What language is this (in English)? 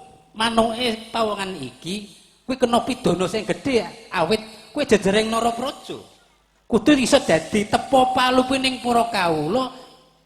Javanese